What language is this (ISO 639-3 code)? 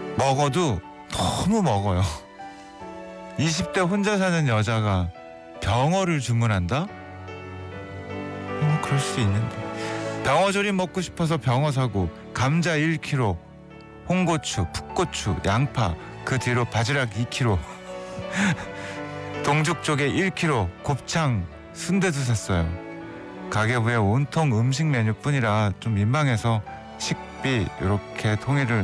kor